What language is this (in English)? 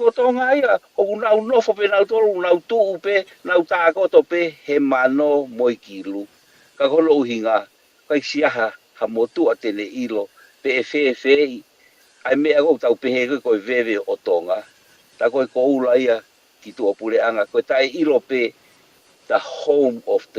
Tongan